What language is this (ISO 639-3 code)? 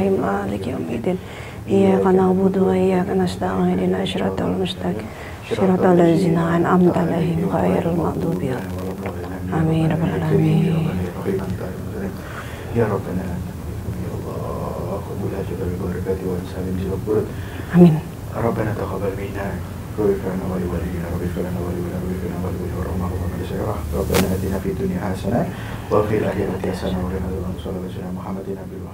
ind